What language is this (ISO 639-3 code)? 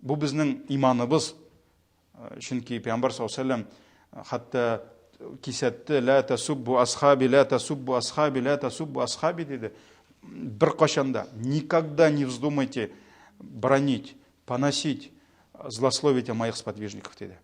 tat